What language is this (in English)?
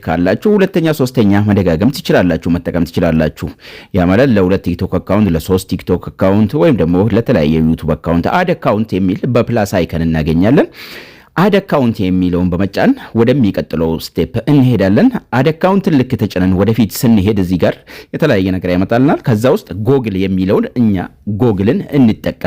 Amharic